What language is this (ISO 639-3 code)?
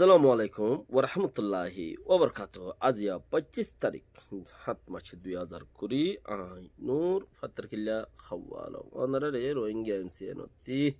rhg